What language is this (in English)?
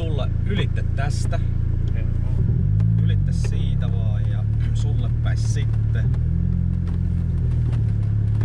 Finnish